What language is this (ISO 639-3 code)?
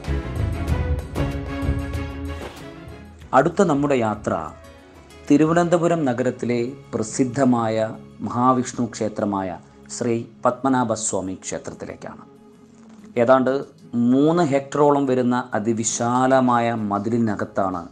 mal